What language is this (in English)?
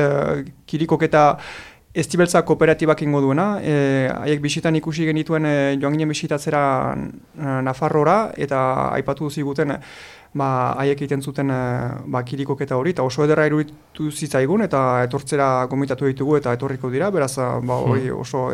Basque